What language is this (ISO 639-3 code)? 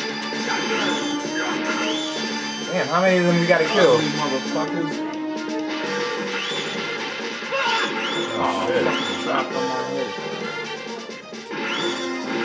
eng